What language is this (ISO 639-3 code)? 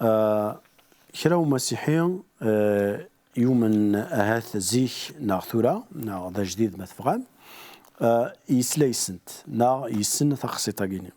kab